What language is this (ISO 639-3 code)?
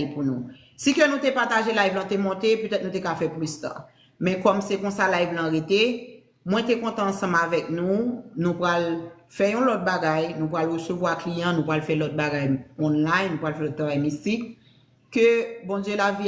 hat